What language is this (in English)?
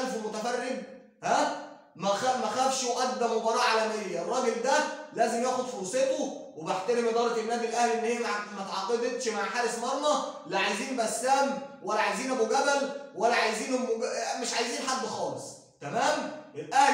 Egyptian Arabic